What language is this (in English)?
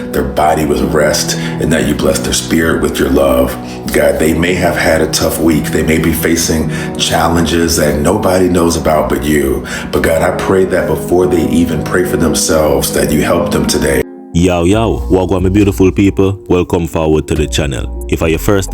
Jamaican Creole English